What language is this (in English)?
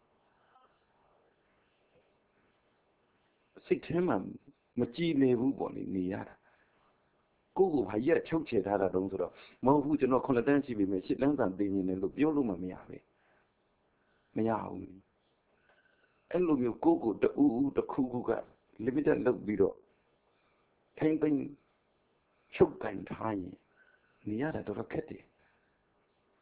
Burmese